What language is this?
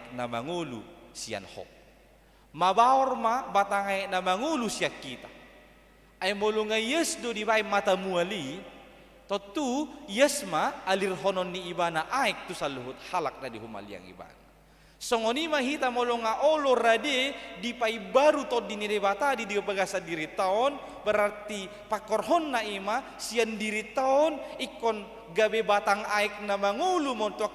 Batak Toba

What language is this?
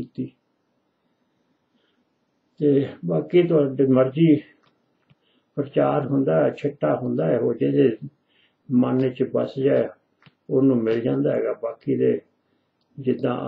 Punjabi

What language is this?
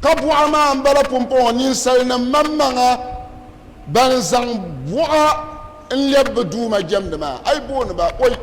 Dagbani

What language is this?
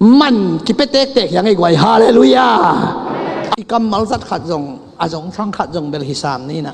Tedim Chin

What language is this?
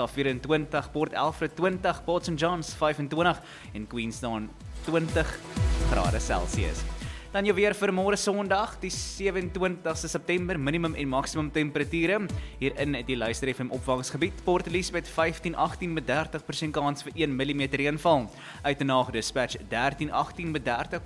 Afrikaans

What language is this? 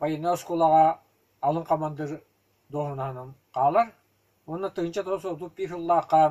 Yakut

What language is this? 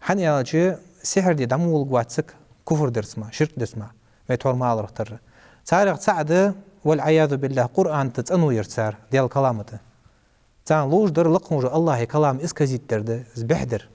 Ingush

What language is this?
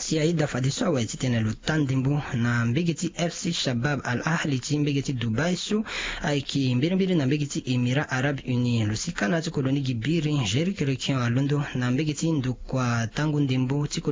Sango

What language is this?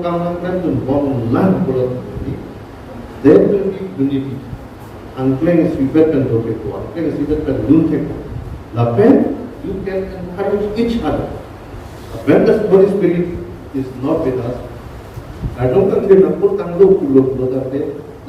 Karbi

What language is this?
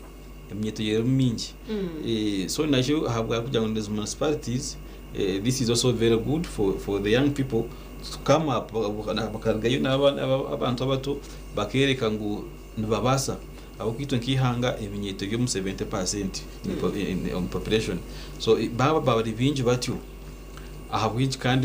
Nyankole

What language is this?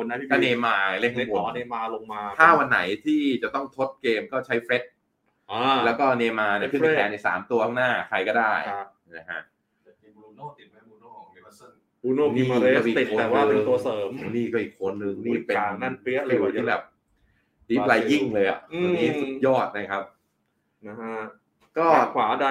Thai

